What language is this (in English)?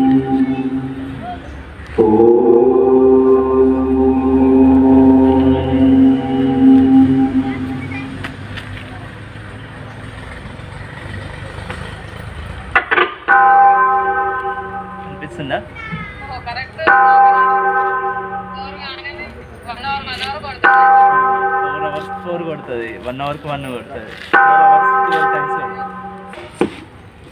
Telugu